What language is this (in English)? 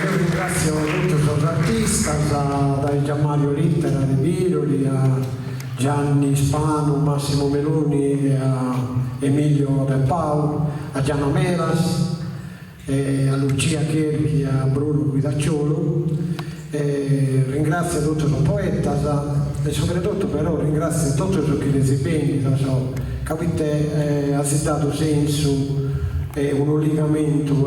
Sardinian